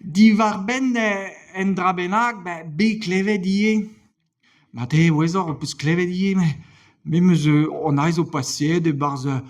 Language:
Breton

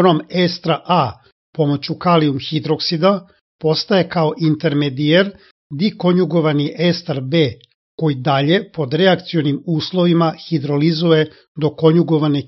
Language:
Serbian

